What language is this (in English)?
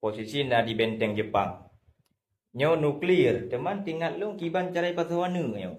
Achinese